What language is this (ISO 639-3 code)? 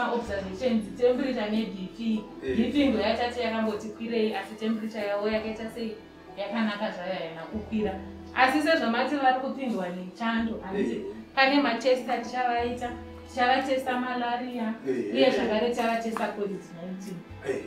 sna